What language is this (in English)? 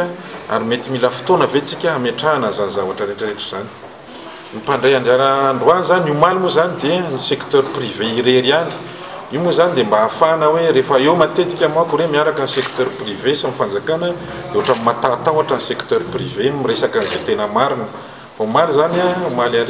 Malagasy